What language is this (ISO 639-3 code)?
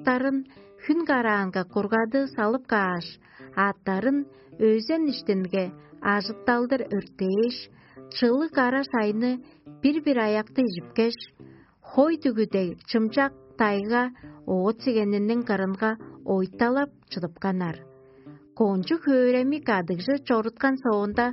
tyv